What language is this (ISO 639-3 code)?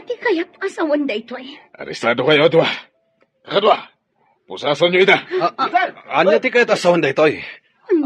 ilo